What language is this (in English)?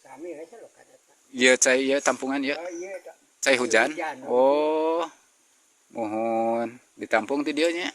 Sundanese